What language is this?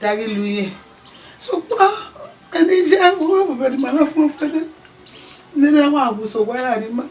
Bini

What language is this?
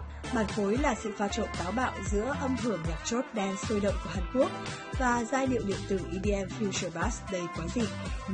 Vietnamese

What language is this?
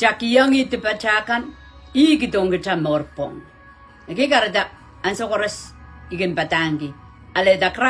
Pohnpeian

